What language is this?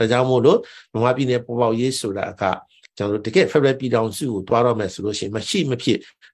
Burmese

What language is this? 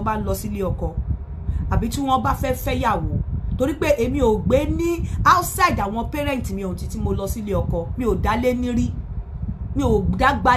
Yoruba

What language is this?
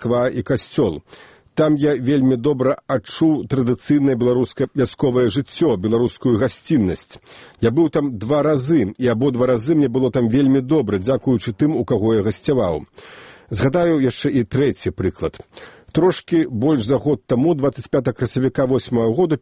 Belarusian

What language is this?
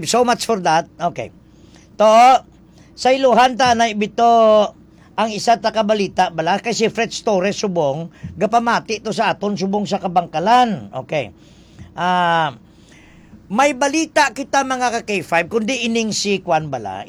Hiligaynon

